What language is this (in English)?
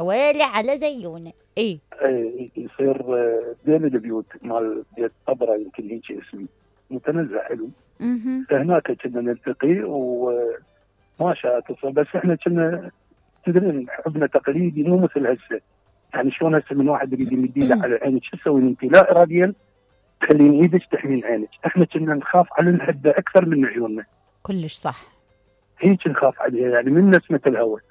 Mesopotamian Arabic